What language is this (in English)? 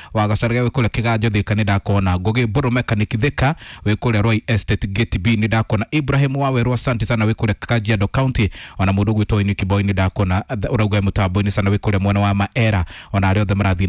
Kikuyu